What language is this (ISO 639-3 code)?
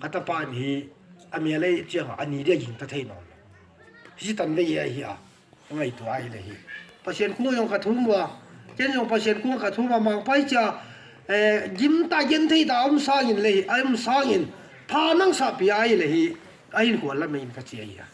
ctd